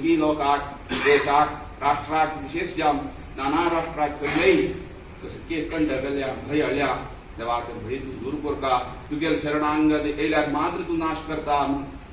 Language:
Konkani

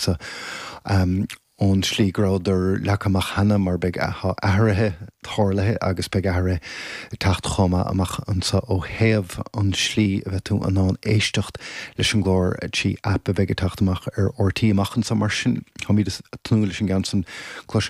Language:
Irish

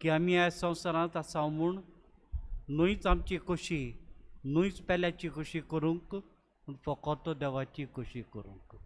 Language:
Konkani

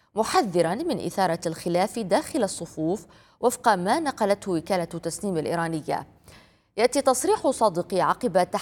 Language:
Arabic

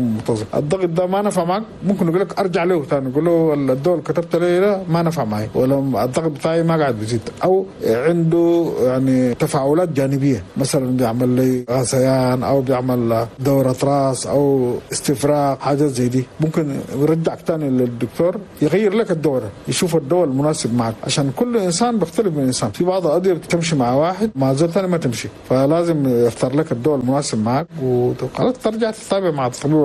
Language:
Chadian Arabic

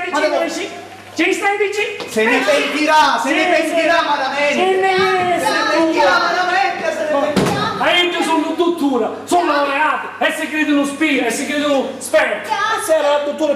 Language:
Sicilian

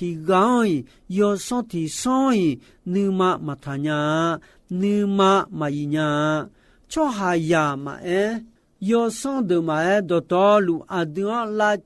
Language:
Akha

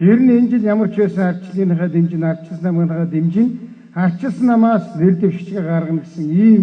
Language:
Mongolian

